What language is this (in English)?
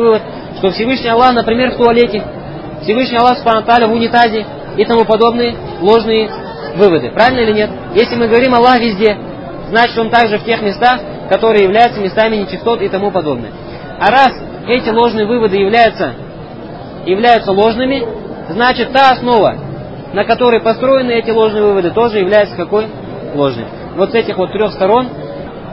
Russian